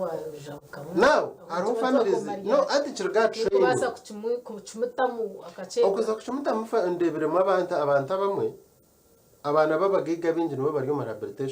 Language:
Nyankole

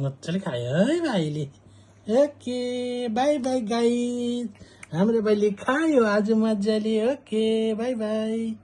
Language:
Nepali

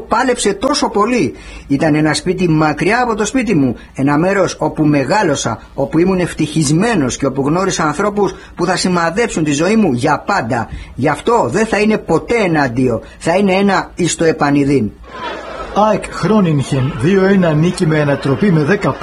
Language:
Greek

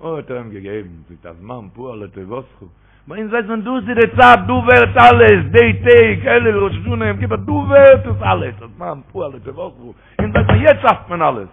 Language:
Yiddish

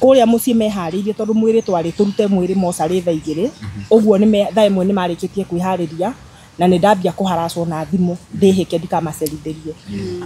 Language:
Kikuyu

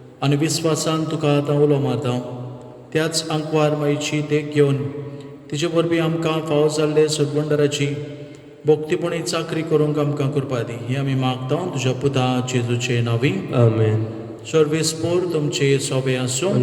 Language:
Konkani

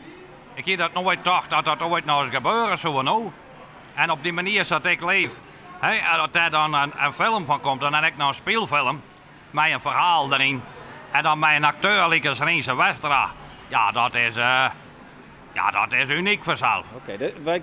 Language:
Western Frisian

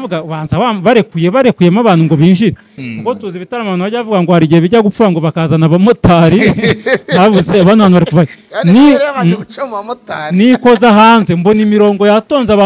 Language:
Kinyarwanda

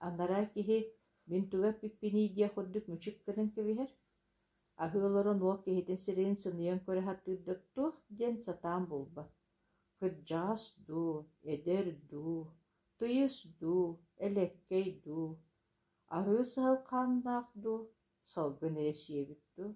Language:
Yakut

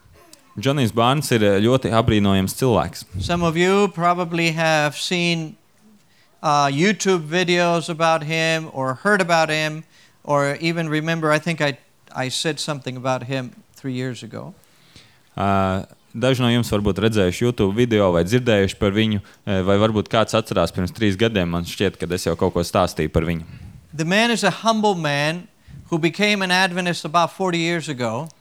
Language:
Latvian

